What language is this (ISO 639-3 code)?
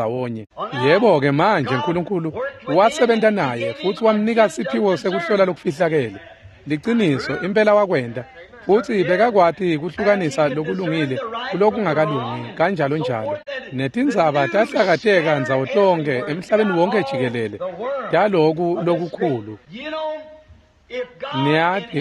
ssw